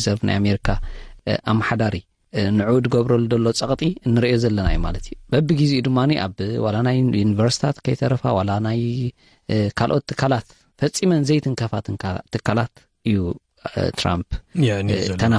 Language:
Tigrinya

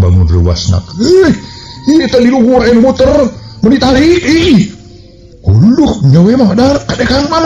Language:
Sundanese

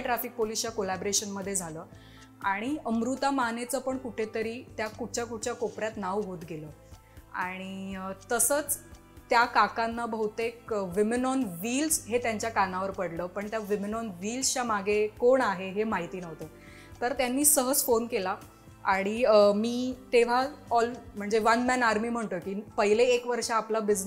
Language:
Marathi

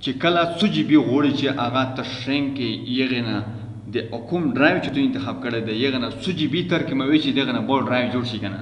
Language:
Pashto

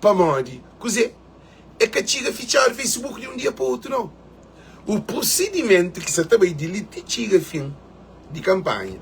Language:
Kabuverdianu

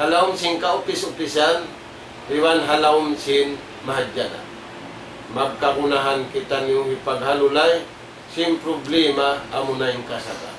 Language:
Tausug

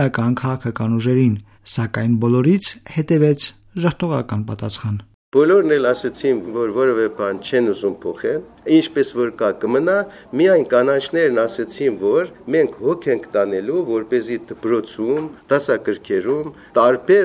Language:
Armenian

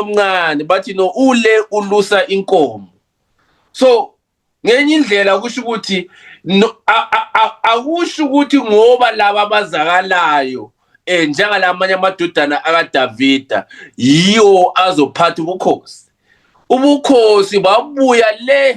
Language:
Zulu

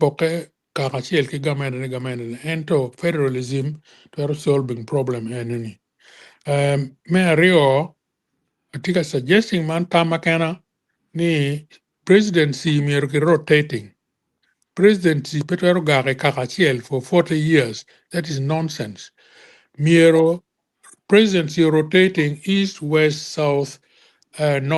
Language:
Acoli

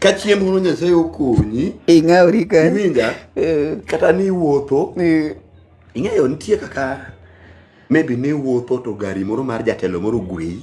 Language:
Luo (Kenya and Tanzania)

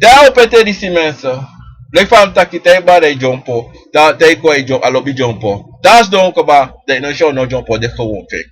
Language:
Sranan Tongo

